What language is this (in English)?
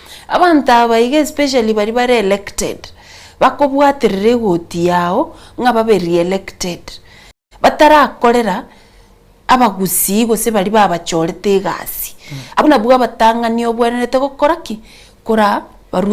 Gusii